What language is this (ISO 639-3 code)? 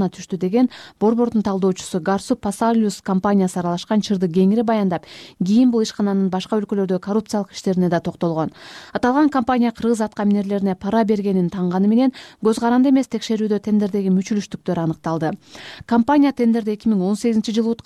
kir